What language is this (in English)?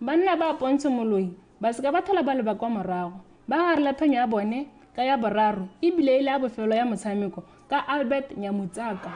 Tswana